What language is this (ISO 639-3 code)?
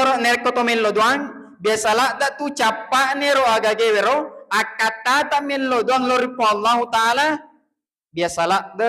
bug